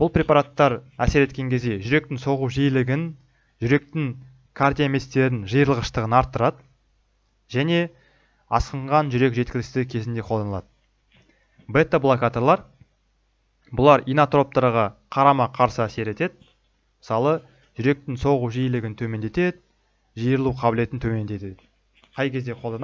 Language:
Kazakh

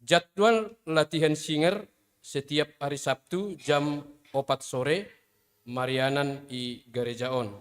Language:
Batak Simalungun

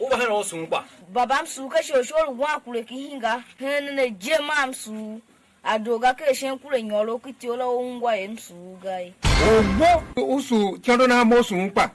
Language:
Tiv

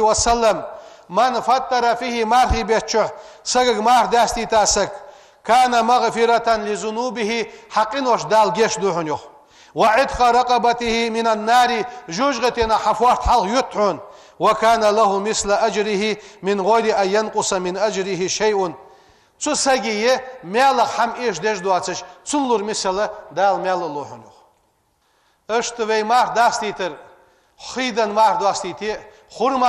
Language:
Ingush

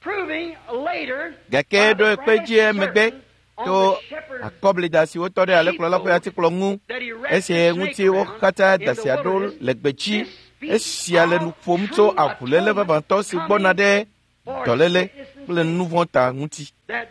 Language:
Ewe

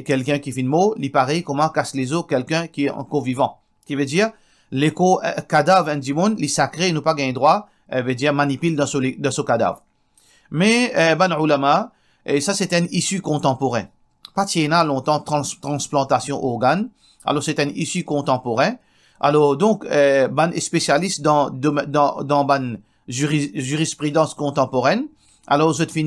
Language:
Morisyen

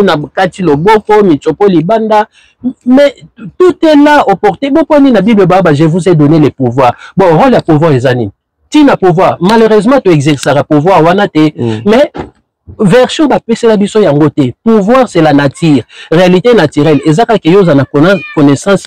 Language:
Lingala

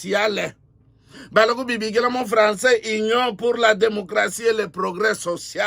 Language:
Luba-Lulua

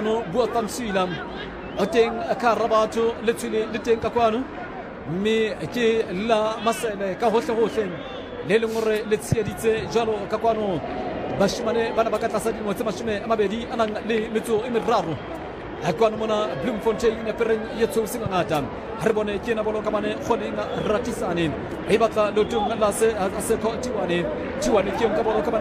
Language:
Southern Sotho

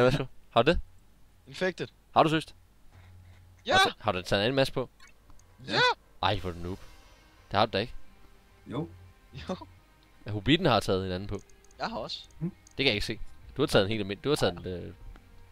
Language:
Danish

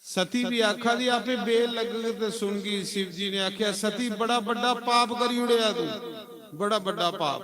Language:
Dogri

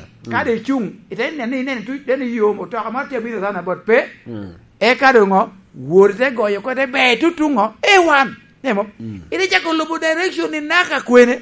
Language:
Lango (Uganda)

